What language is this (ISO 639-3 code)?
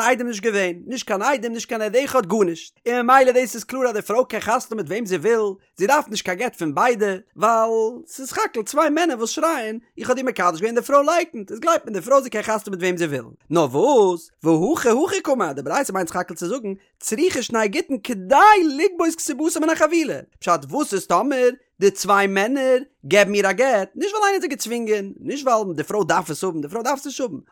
yid